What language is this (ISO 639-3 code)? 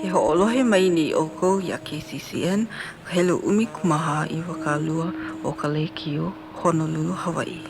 haw